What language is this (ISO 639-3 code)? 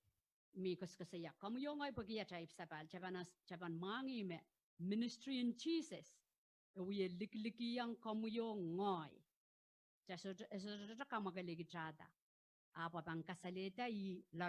pon